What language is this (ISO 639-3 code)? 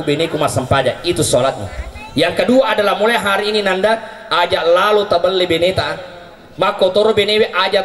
bug